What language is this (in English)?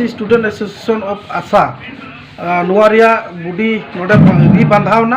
Santali